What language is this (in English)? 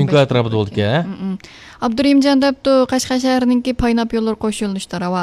Uyghur